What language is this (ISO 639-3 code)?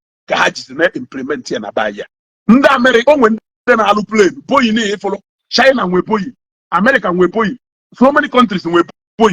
ibo